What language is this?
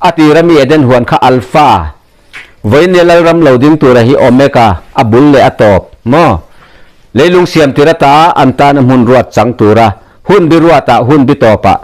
Mizo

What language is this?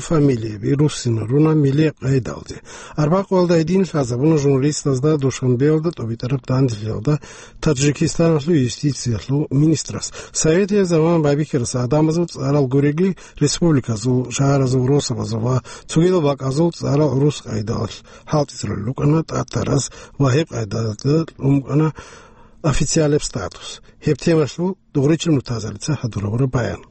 Avaric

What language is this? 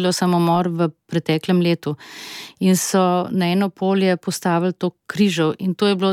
Slovenian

